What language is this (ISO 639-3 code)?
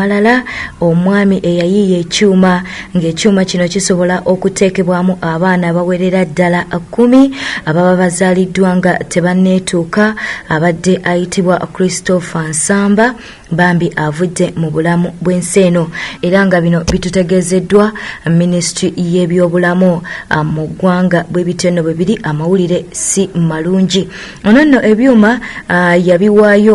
lug